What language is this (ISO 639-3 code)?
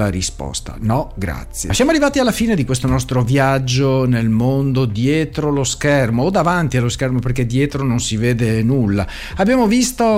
ita